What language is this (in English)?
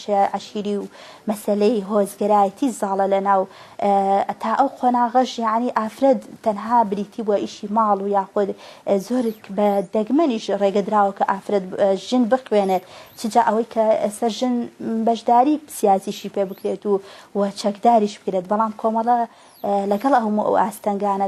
Central Kurdish